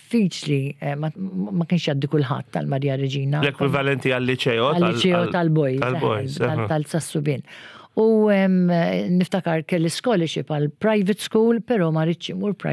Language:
Maltese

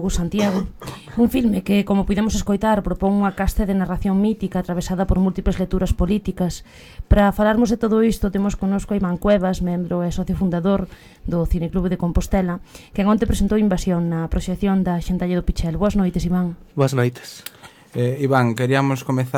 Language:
Galician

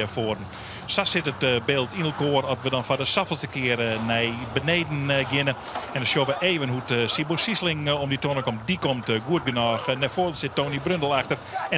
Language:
Western Frisian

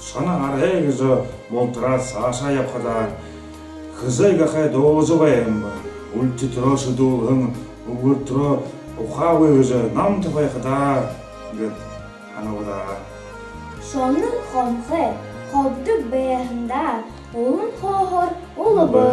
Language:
Buriat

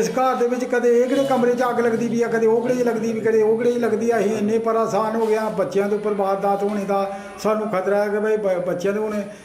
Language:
Dogri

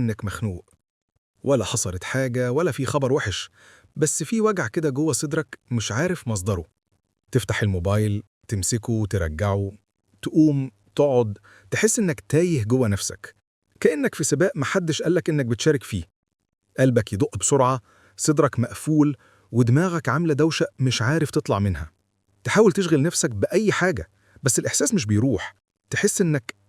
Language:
Egyptian Arabic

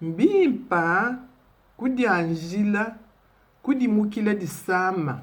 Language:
Luba-Lulua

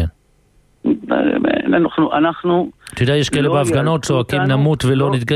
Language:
Hebrew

